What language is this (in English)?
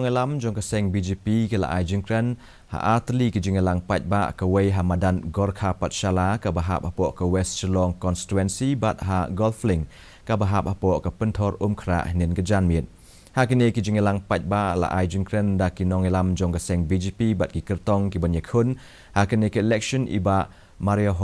Khasi